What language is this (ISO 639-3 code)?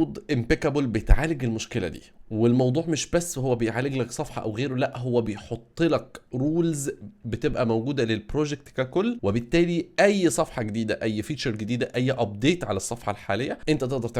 arz